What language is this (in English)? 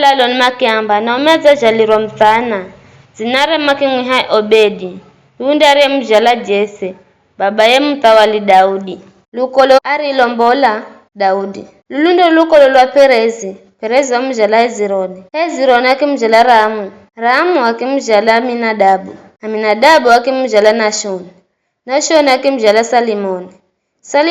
Giryama